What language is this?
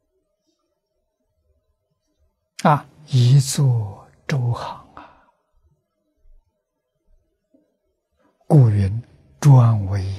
Chinese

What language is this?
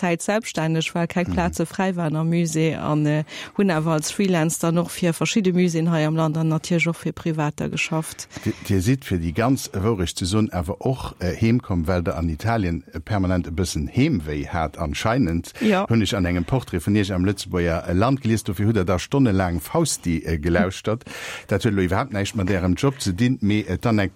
Luxembourgish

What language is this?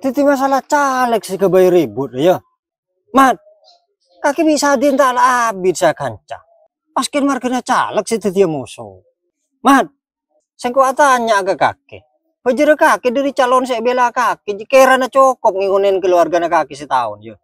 Madurese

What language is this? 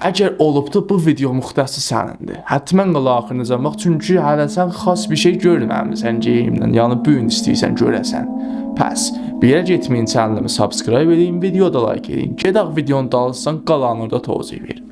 South Azerbaijani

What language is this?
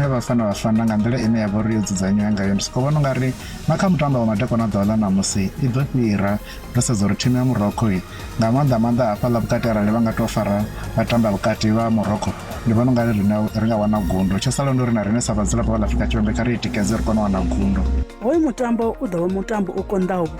Venda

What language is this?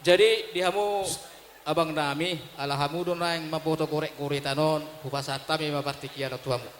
Batak Toba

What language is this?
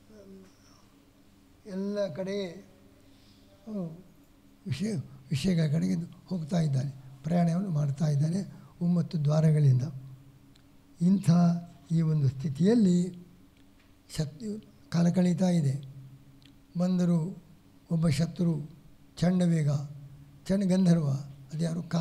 Kannada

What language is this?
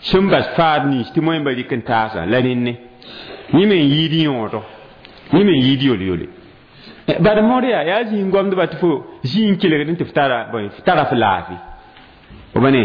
Mossi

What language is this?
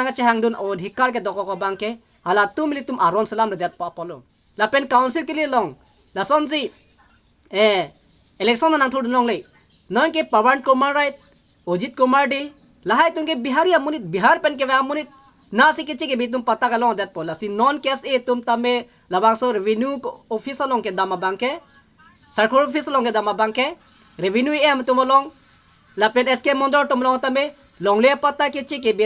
Karbi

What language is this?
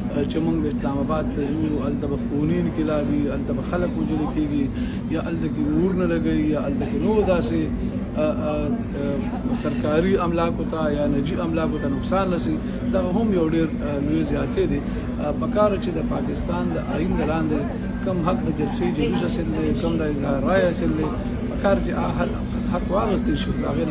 Pashto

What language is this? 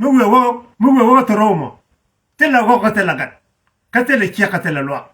Nuer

